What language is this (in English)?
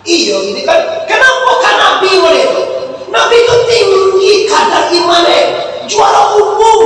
Minangkabau